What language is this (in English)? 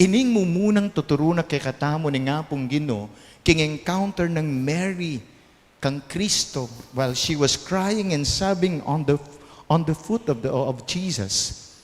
Pampanga